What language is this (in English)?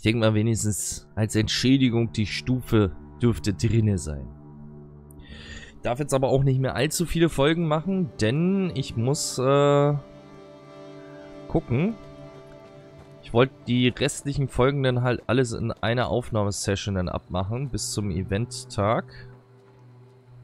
German